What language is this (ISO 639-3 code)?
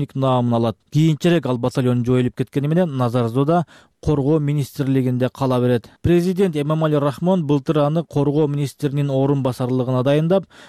kir